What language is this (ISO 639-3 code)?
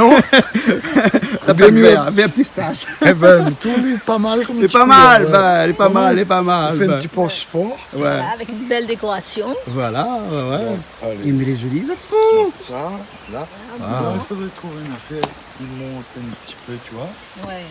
rcf